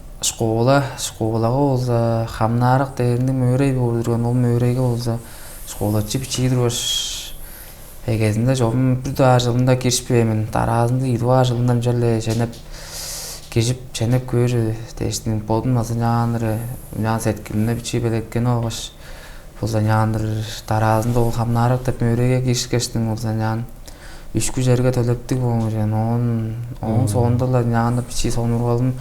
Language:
Tuvinian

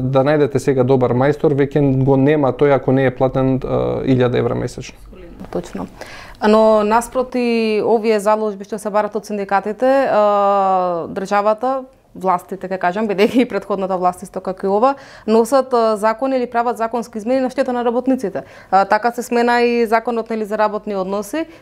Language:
Macedonian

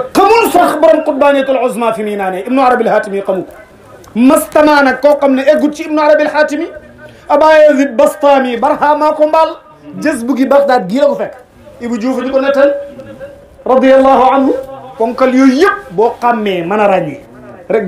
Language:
Wolof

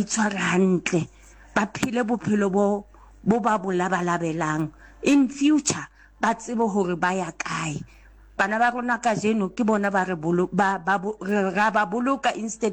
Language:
Southern Sotho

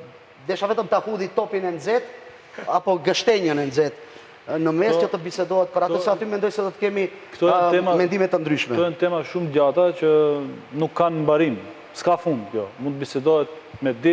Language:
Albanian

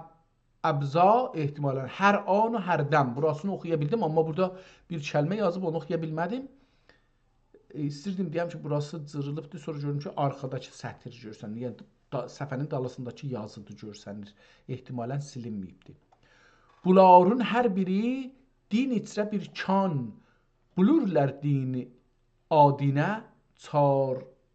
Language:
South Azerbaijani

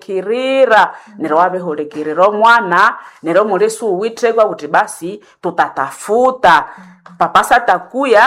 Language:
Nande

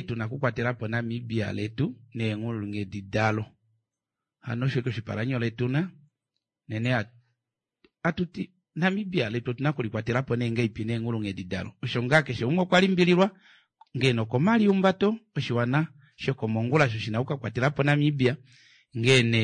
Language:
Kuanyama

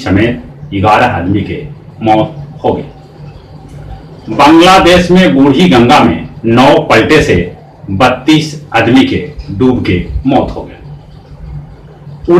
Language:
Magahi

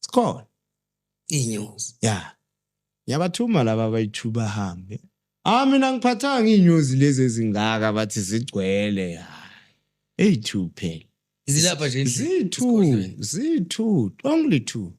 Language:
Zulu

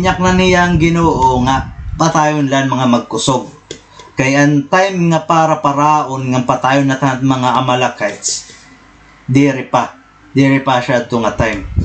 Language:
Waray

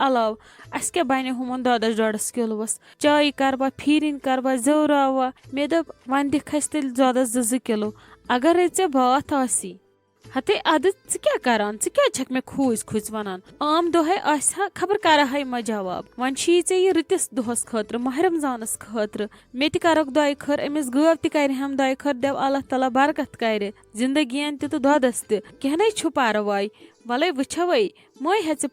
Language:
Kashmiri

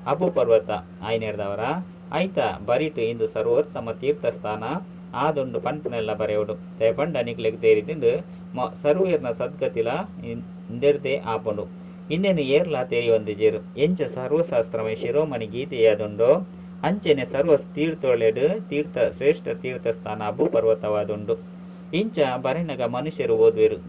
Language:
Tulu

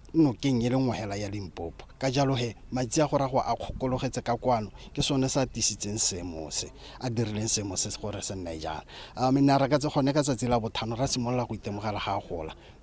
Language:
Tswana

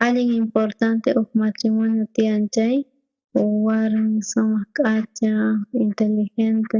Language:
South Bolivian Quechua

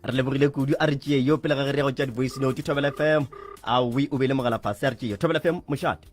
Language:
Northern Sotho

